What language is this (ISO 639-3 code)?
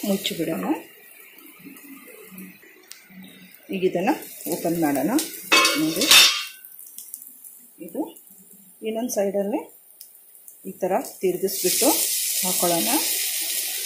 kan